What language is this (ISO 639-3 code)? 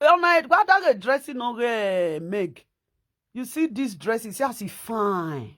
pcm